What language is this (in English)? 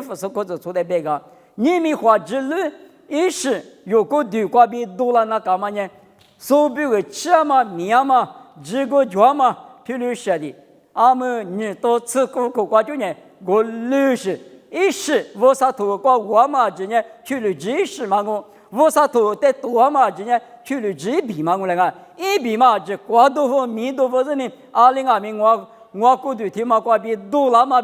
Lisu